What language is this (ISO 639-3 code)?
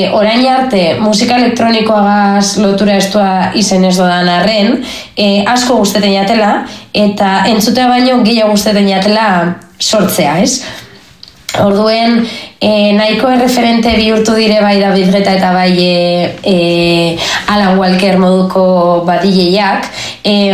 eus